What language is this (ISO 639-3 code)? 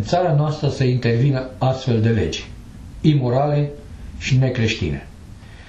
ron